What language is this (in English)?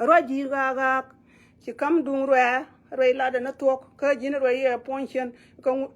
Nuer